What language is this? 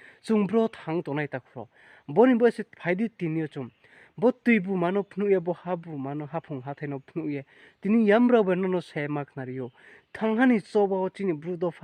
Riang (India)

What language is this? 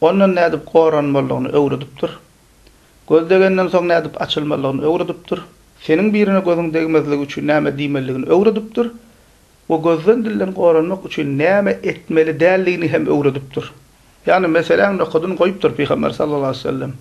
Turkmen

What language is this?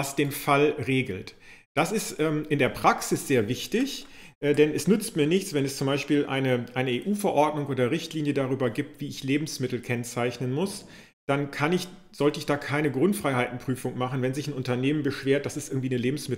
German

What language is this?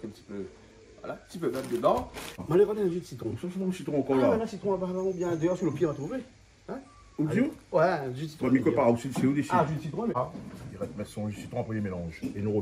Réunion Creole French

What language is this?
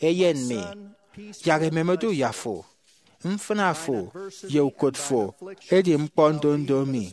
Efik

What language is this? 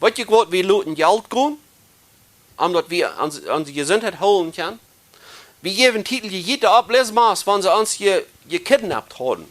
Plautdietsch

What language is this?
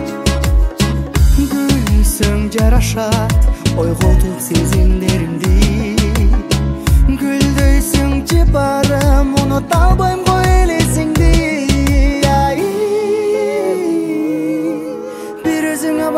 Kazakh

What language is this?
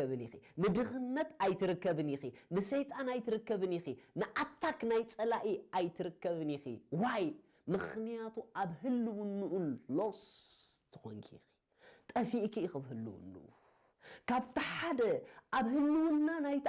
Tigrinya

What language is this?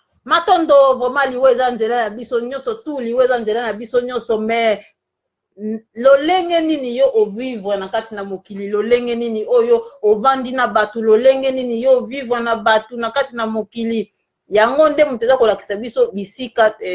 Lingala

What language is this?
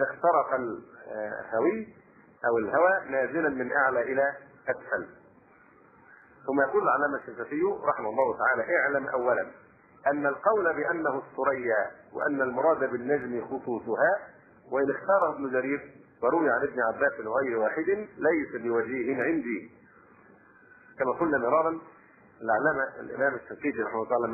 Arabic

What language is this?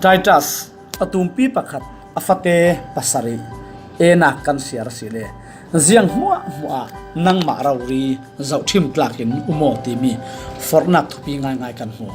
Falam Chin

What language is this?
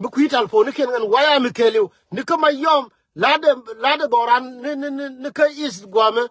Nuer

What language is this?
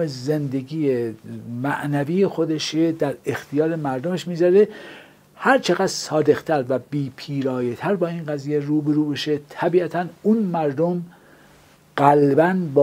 Persian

